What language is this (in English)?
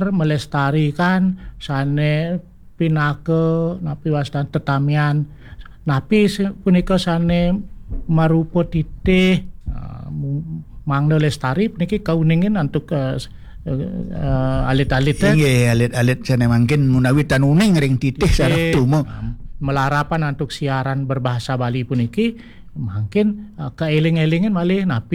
Balinese